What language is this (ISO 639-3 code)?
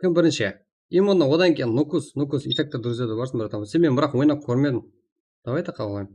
kaa